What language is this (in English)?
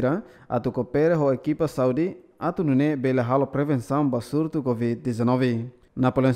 Tetum